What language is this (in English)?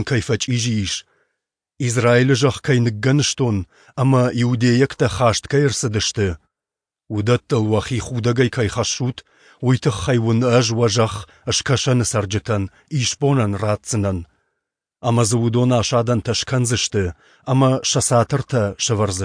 Ossetic